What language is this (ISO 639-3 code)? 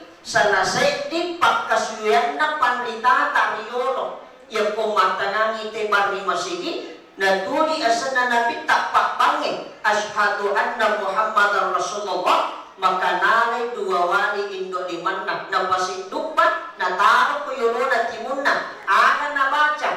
bug